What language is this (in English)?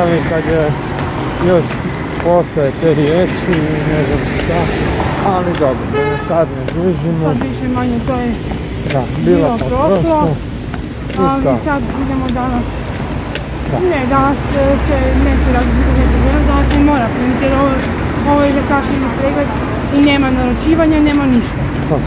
Croatian